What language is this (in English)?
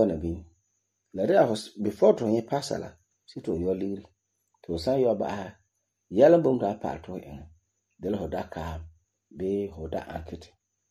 Frafra